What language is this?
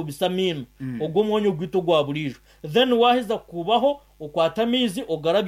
Nyankole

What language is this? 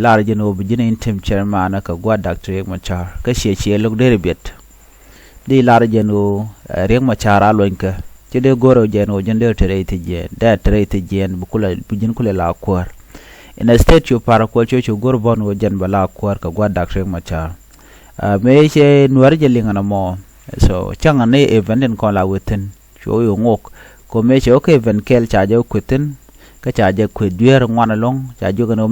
Nuer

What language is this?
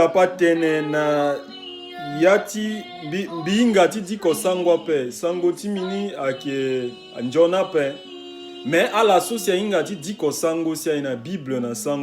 Sango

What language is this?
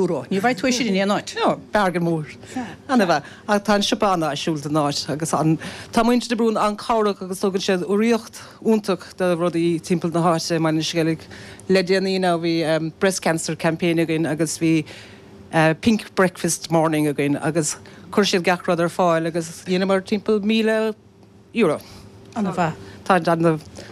Irish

